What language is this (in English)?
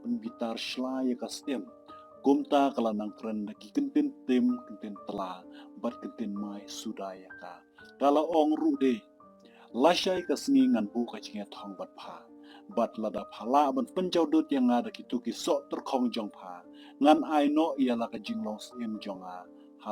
Khasi